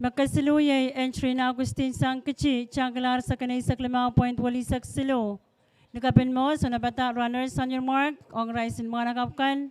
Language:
Pohnpeian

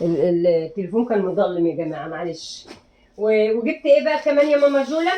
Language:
Egyptian Arabic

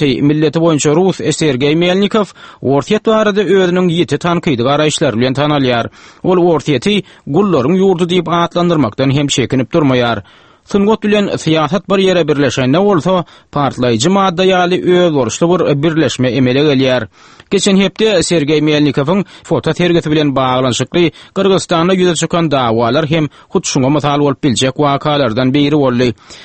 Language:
Turkmen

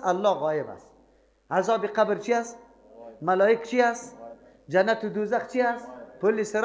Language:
Persian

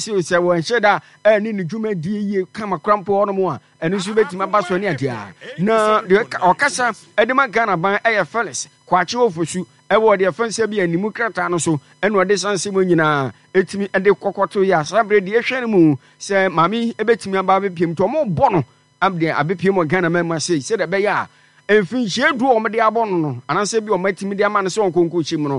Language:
Akan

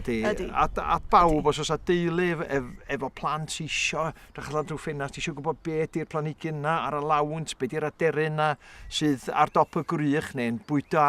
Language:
Welsh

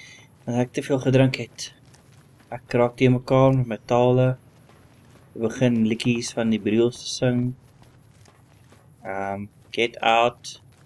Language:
Afrikaans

